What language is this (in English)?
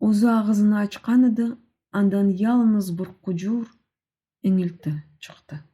Crimean Tatar